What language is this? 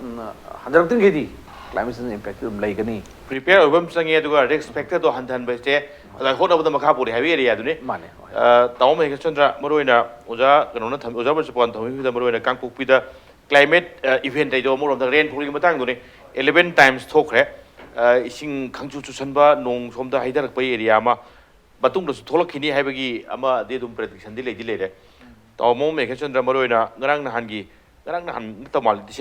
Manipuri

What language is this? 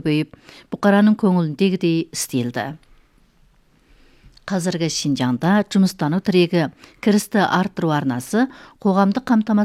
Kazakh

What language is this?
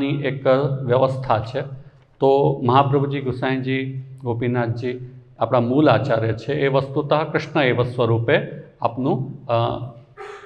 Gujarati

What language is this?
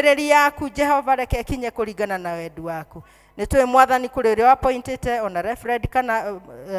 Kikuyu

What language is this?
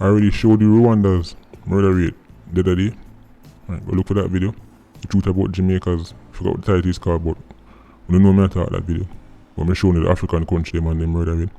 Jamaican Creole English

